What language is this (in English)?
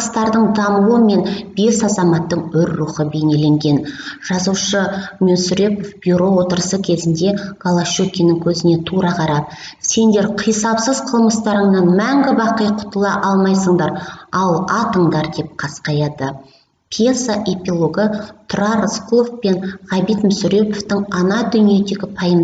Kazakh